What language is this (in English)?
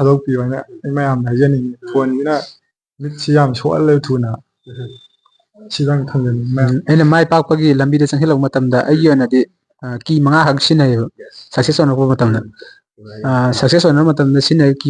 Manipuri